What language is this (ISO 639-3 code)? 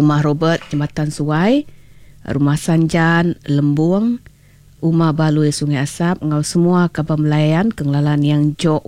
iba